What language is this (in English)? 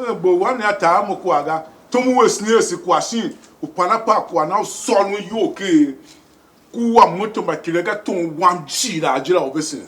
Tiv